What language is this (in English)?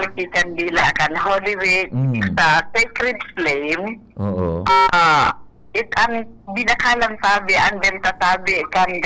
Bikol